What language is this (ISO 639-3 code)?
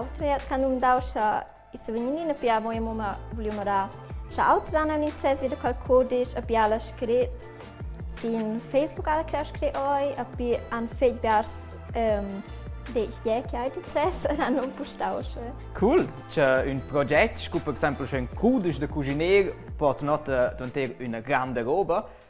roh